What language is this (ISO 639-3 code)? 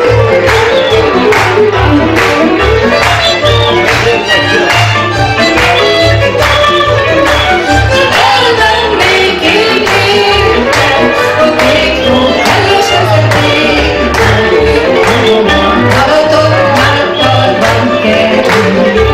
hun